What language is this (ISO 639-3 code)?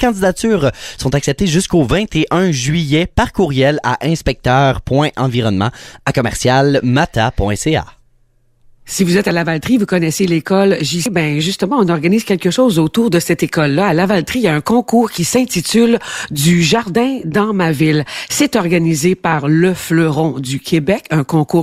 fra